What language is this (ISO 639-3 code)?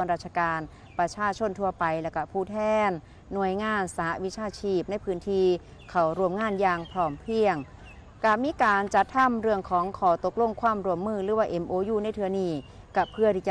tts